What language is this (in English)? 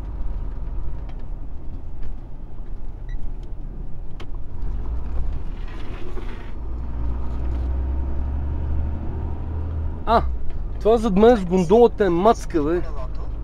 Bulgarian